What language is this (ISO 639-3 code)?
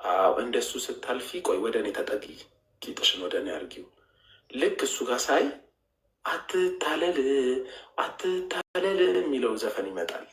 amh